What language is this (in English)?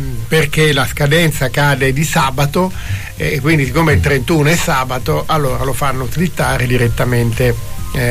Italian